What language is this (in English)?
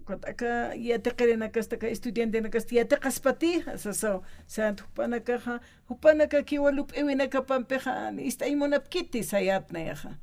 Aymara